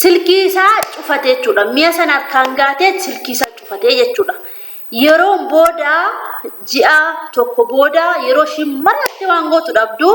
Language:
Oromo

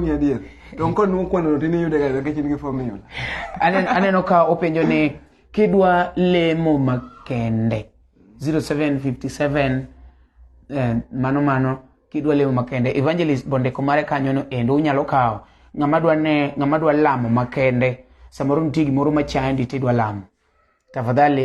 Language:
Luo (Kenya and Tanzania)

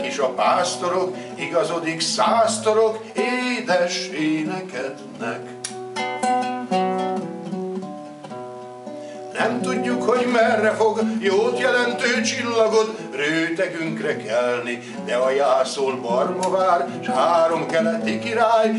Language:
Hungarian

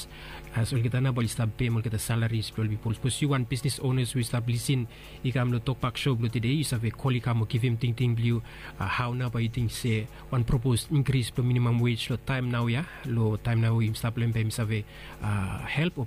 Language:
Bislama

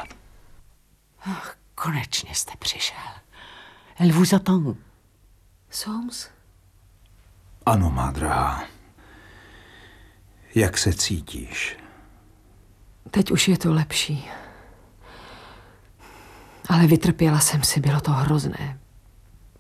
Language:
Czech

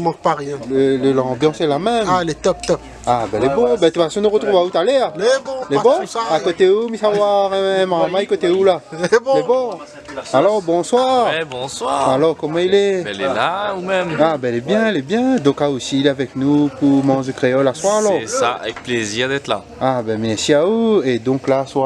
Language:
Réunion Creole French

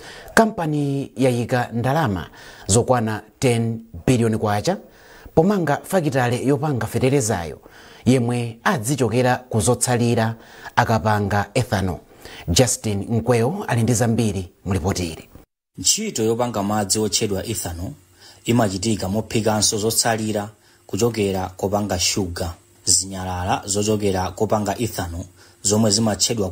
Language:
Nyanja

